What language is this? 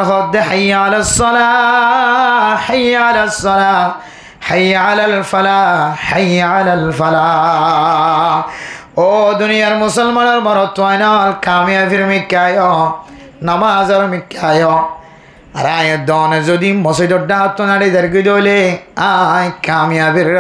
Rohingya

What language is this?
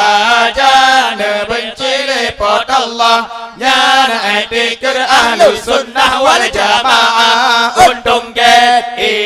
Achinese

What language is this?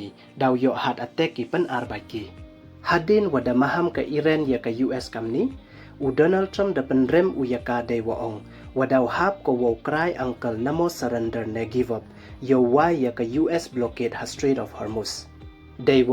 Pnar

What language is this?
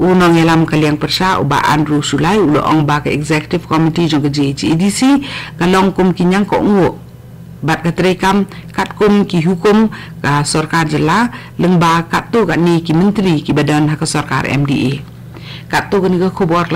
Khasi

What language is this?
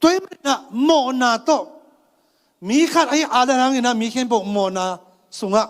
Tedim Chin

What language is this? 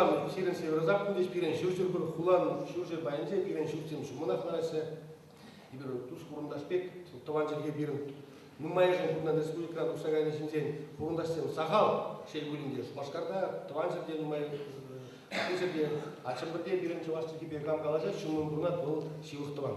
Chuvash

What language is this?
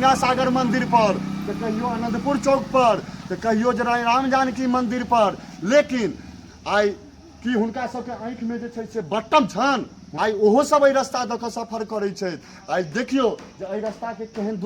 Maithili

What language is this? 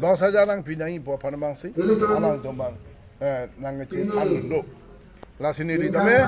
Karbi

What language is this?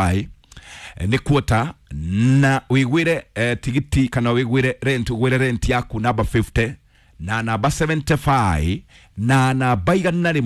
Kikuyu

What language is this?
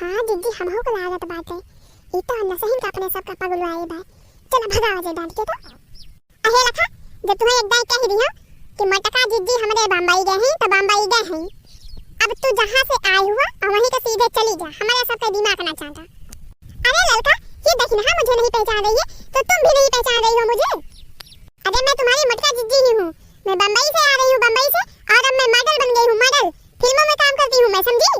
Awadhi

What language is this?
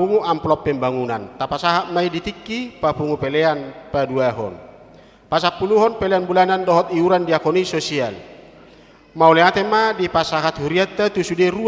Batak Toba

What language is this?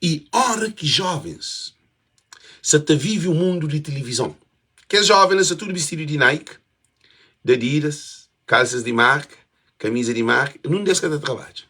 Kabuverdianu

